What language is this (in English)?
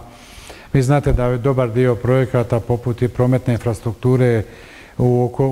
Croatian